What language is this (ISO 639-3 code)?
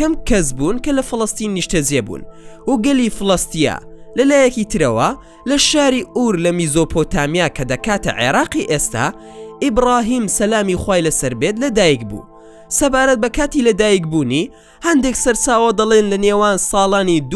ckb